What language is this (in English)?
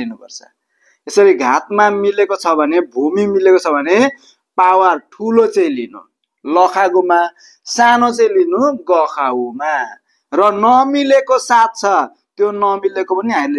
Nepali